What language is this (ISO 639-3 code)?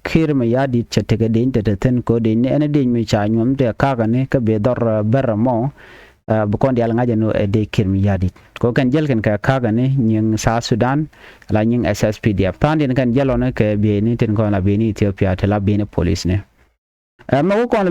nus